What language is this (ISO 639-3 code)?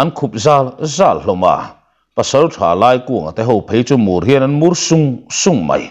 lus